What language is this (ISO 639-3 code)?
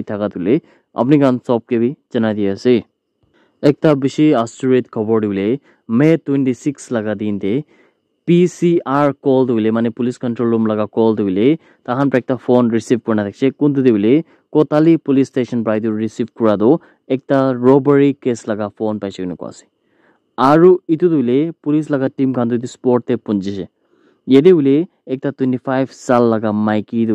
nag